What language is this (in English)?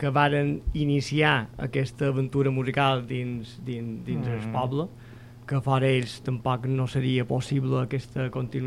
Catalan